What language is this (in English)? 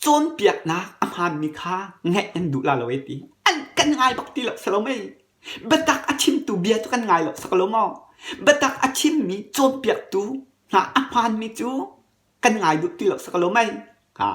Hakha Chin